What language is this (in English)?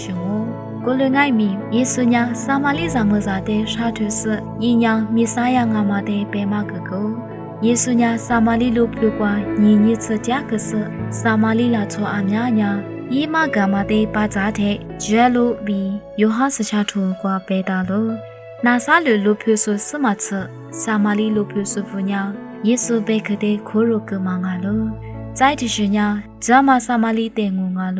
Lisu